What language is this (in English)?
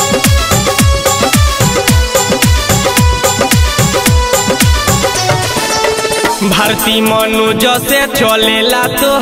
Bhojpuri